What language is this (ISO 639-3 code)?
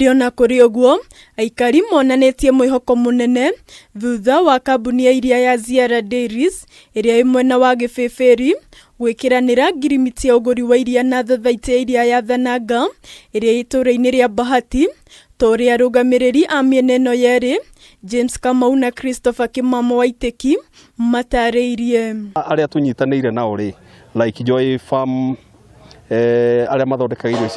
kik